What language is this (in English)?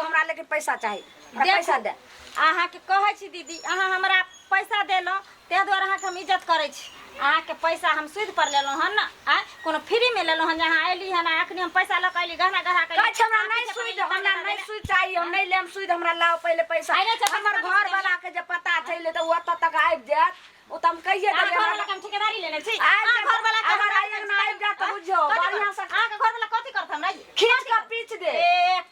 Maithili